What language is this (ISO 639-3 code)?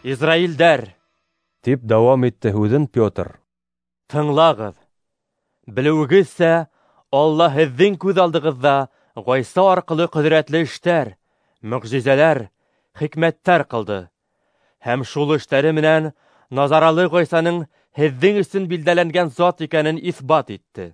bak